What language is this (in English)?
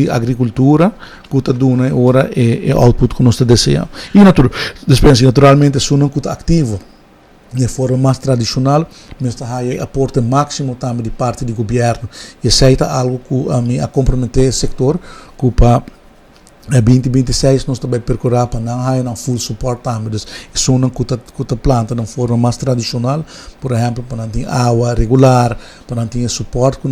Papiamento